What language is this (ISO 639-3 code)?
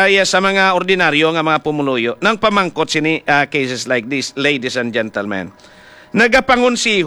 hil